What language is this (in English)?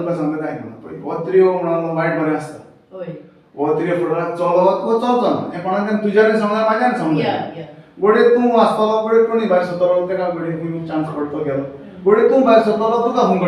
Konkani